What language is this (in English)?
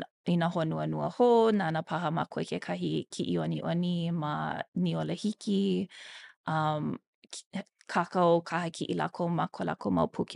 Hawaiian